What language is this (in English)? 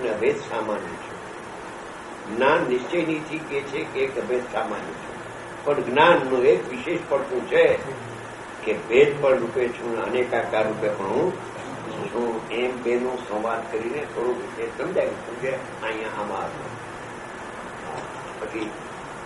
Gujarati